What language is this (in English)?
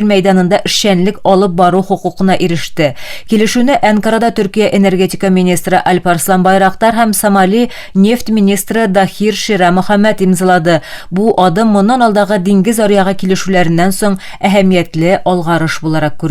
Tatar